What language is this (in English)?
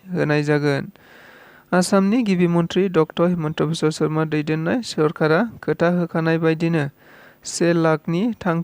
Bodo